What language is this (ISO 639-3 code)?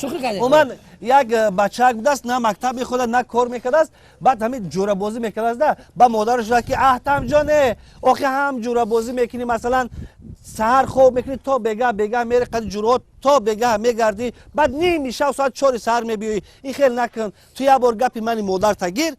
tgk